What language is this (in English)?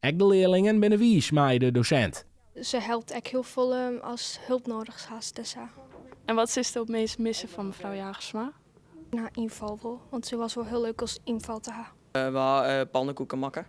Western Frisian